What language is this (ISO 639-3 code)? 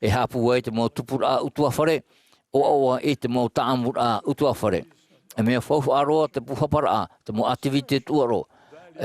tah